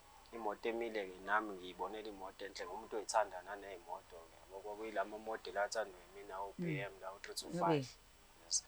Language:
Zulu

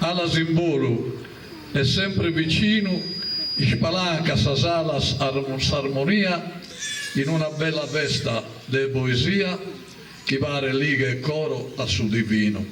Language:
Sardinian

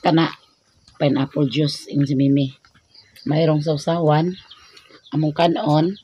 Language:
Cebuano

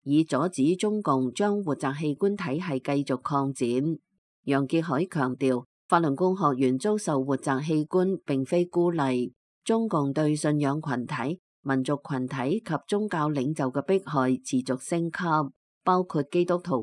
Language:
Cantonese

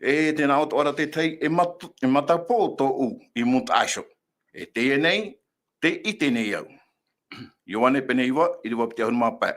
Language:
Tahitian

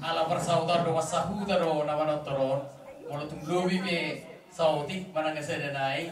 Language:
Batak Toba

